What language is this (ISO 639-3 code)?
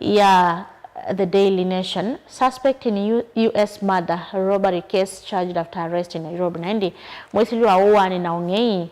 kam